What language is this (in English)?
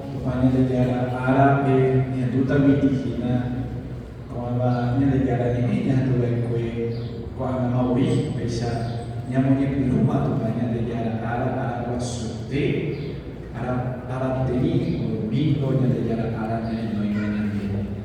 Guarani